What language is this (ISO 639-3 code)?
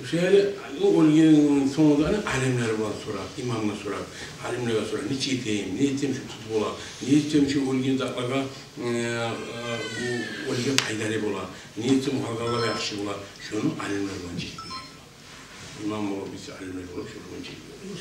kum